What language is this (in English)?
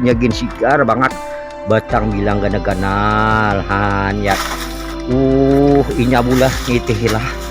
Banjar